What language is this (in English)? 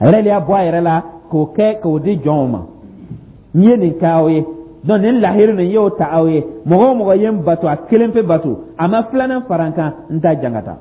Dyula